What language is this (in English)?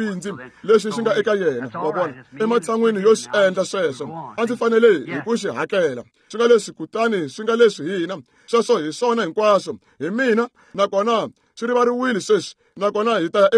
Tsonga